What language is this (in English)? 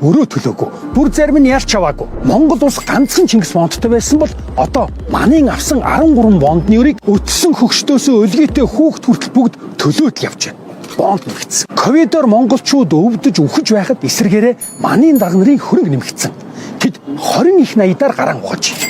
Mongolian